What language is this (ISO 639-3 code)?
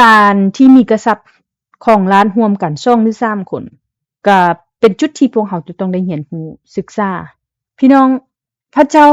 lao